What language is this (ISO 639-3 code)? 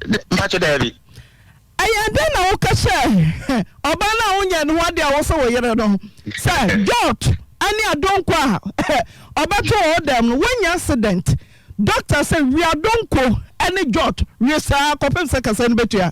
aka